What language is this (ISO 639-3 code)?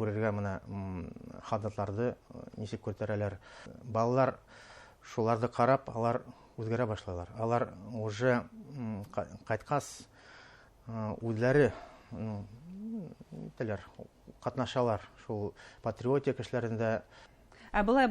bak